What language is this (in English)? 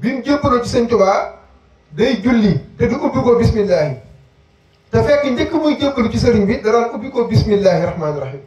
Wolof